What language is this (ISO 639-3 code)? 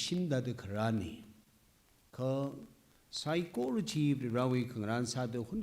nmf